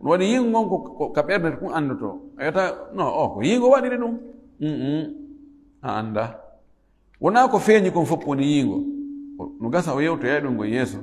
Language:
Fula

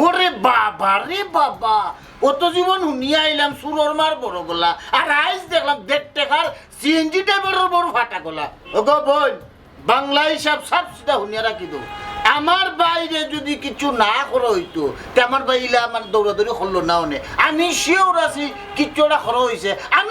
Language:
Sylheti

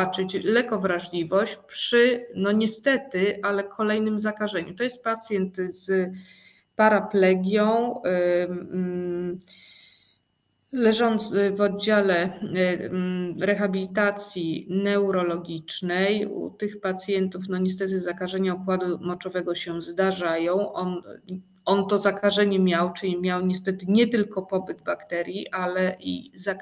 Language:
Polish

